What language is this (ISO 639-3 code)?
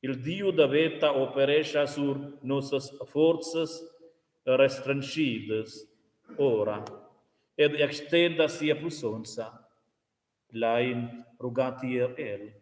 roh